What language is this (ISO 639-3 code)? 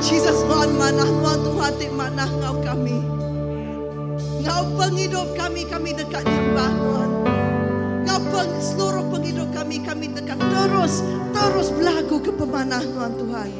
iba